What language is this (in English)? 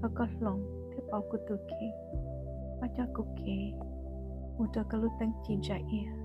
Hmong